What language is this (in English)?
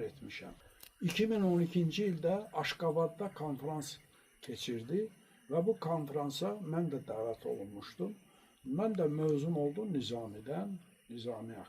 Azerbaijani